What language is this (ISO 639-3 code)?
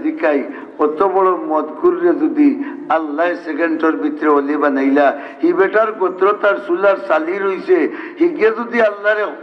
syl